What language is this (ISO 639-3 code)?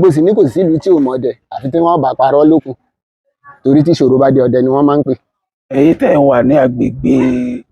yor